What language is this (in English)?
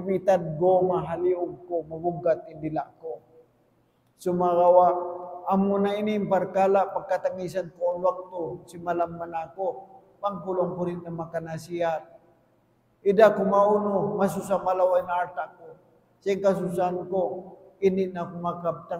Tausug